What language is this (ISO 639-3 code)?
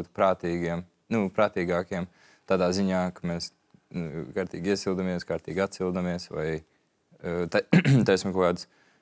lav